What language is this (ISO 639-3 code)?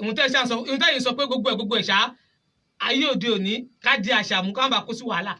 yor